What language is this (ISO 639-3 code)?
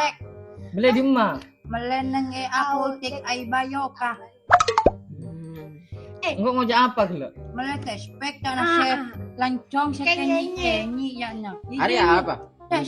mad